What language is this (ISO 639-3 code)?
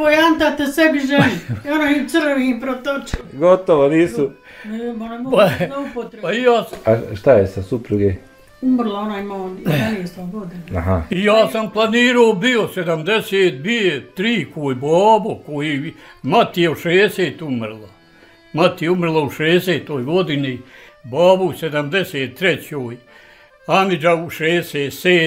bos